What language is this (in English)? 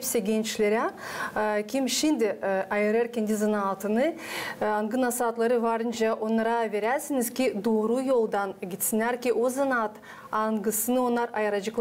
Gagauz